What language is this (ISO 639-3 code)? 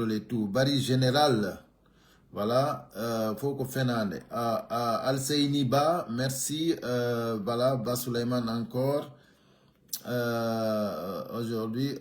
fuf